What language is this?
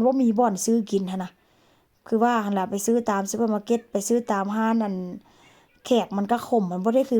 Northeastern Thai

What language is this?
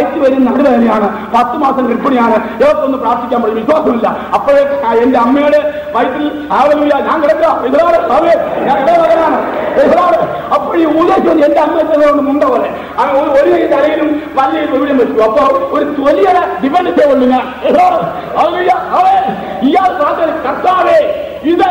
Malayalam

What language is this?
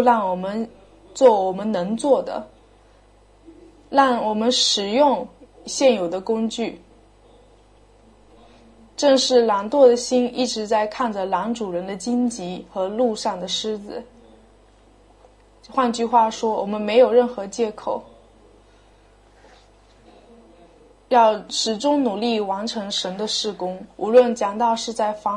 Chinese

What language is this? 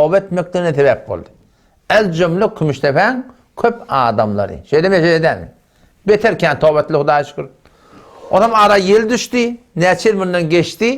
Turkmen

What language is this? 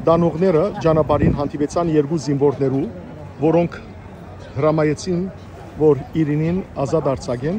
Western Armenian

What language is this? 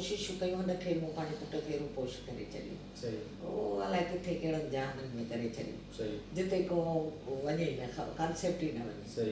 Sindhi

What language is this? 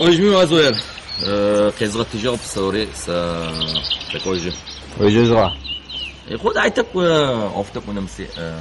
Adyghe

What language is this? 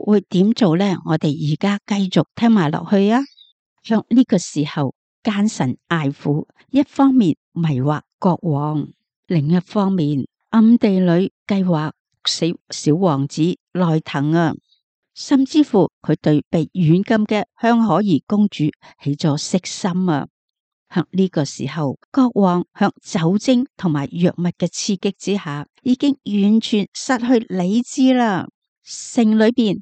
Cantonese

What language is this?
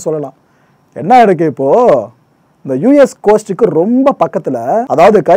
Tamil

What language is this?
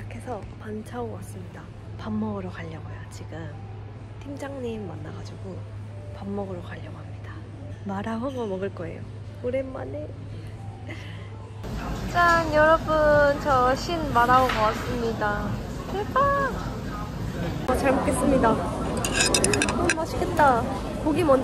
Korean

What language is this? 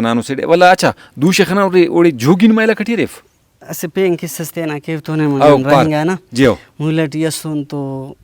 Brahui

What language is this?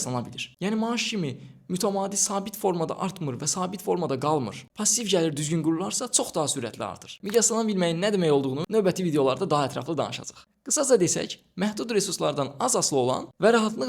Azerbaijani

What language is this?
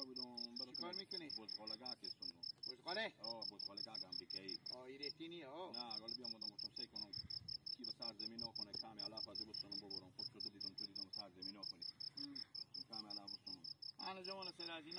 Hazaragi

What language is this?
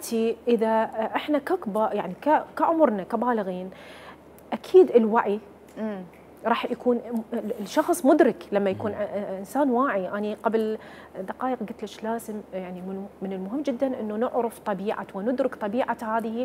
Mesopotamian Arabic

